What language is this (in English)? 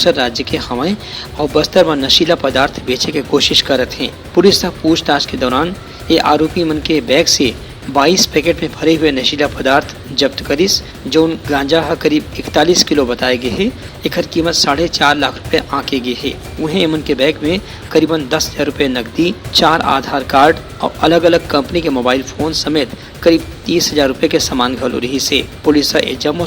Chhattisgarhi